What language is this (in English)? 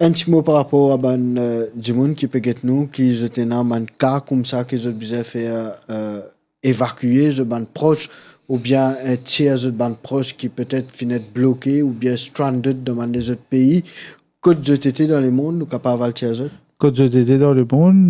Morisyen